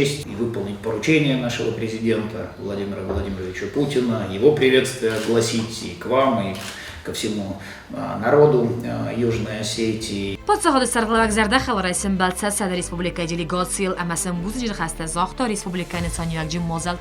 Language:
Ossetic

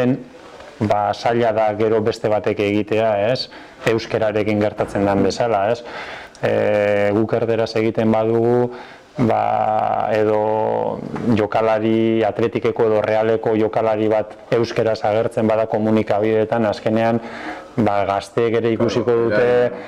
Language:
Basque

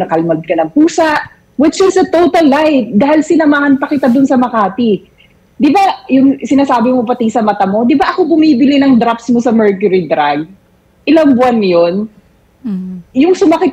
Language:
Filipino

